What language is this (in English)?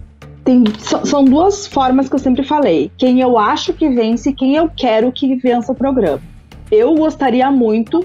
Portuguese